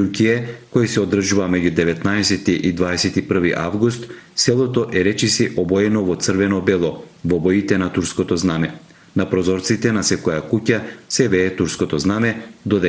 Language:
Macedonian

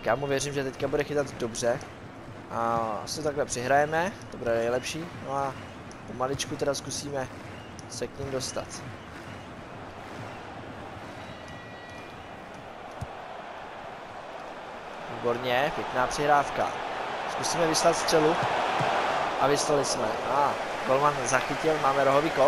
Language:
Czech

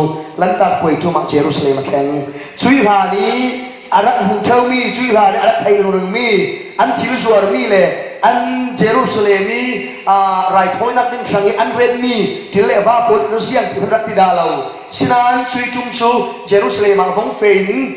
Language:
Falam Chin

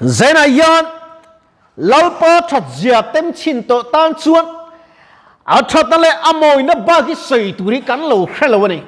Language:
Mizo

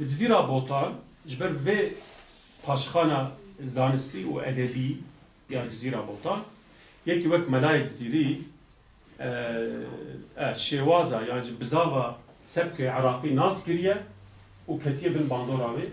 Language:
Kurdish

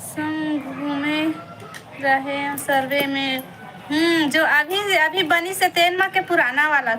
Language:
Chhattisgarhi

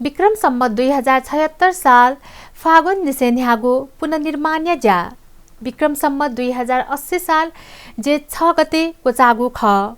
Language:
Newari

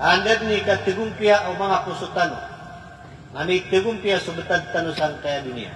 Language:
Maranao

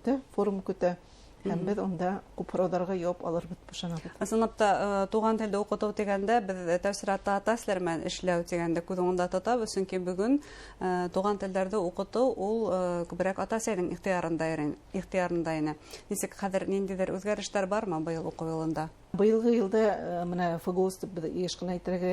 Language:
Bashkir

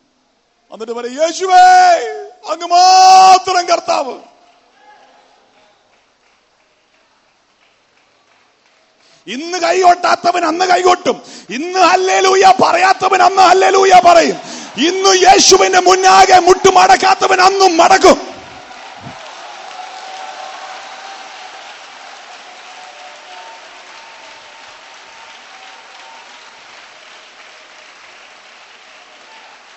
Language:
Malayalam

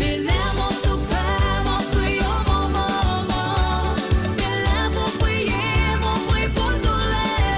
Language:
Morisyen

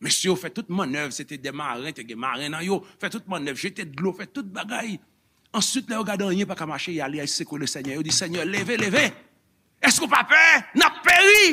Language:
Haitian Creole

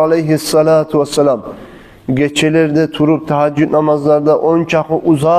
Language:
Kumyk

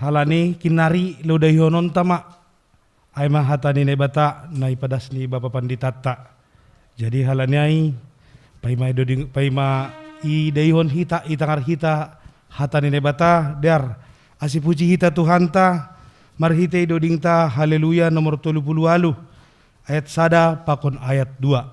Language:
Batak Simalungun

